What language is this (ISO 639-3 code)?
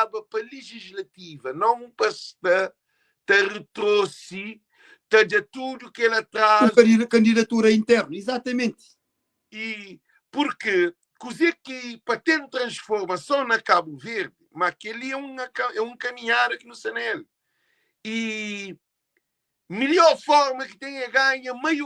kea